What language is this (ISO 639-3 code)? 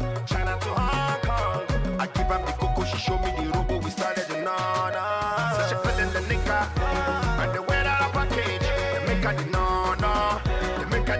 pcm